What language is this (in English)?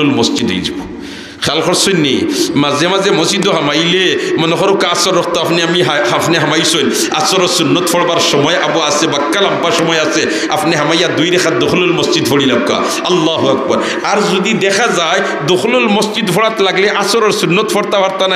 Sylheti